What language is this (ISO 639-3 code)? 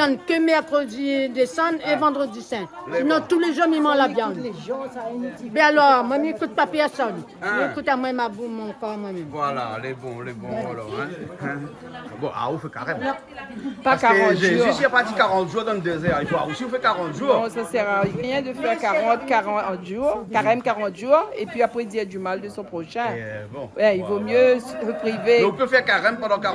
rcf